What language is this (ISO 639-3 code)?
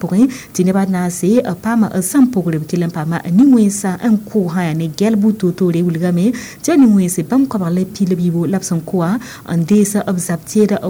mos